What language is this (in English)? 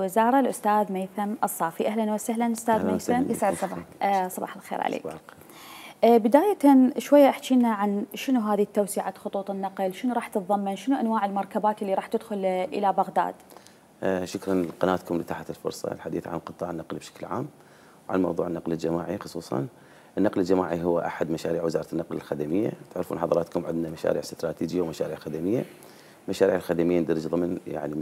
Mesopotamian Arabic